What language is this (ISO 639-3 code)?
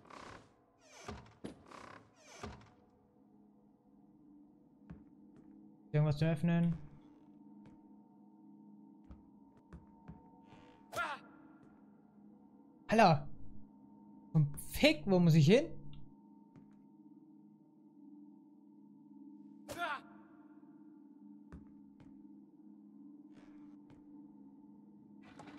deu